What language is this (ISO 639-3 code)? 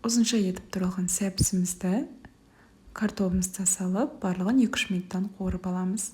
kaz